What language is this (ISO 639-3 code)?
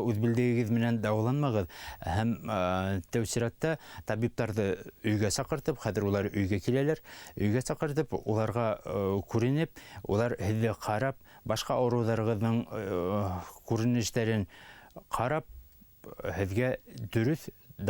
bak